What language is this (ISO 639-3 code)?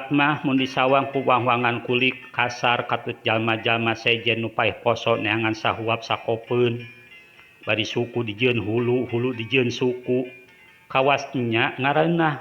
sun